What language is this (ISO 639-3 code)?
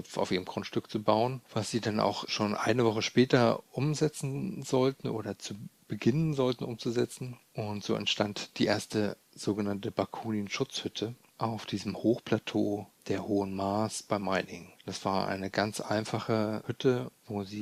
deu